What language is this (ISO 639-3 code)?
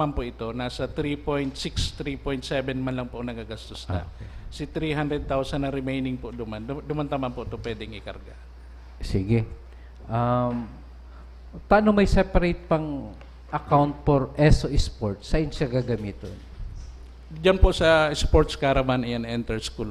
bik